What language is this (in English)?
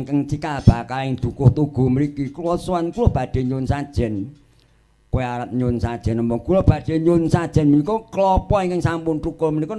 Javanese